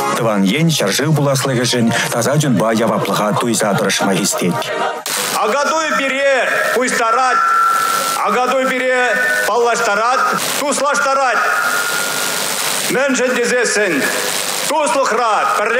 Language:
Chuvash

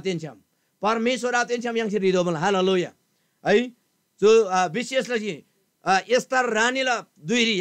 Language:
Eastern Tamang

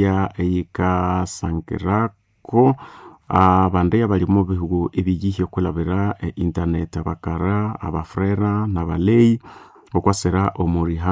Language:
Nande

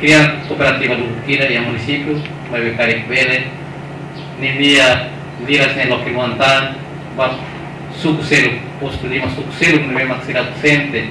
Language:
Tetum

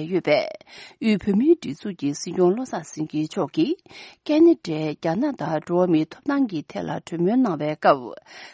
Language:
Tibetan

